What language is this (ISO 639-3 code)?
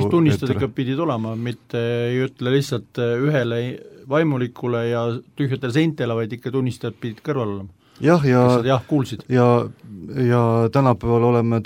est